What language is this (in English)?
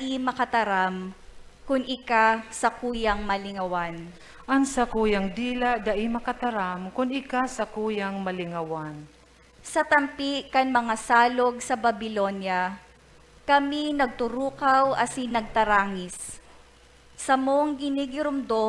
Bikol